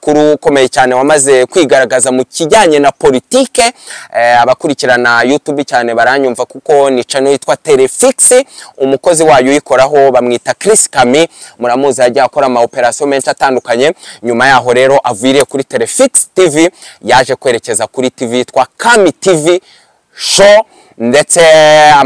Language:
Kinyarwanda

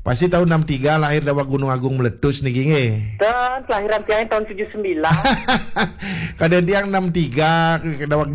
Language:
Balinese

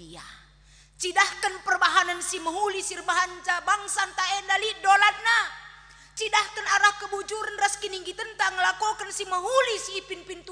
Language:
Batak Karo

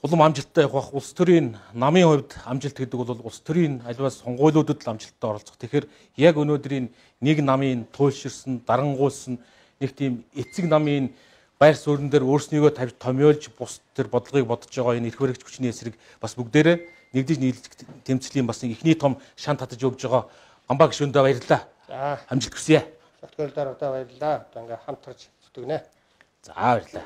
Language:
Mongolian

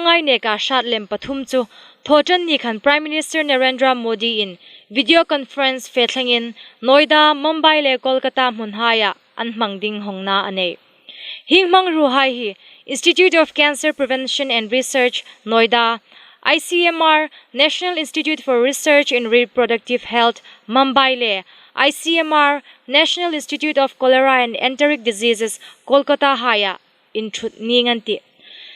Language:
Hmar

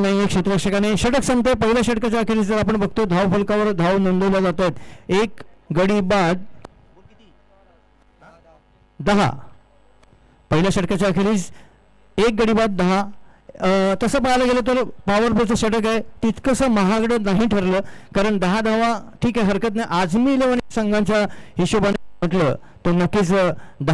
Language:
Marathi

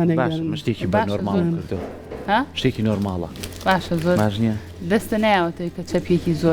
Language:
Central Kurdish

